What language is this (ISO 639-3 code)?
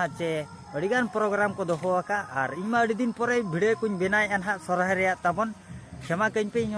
sat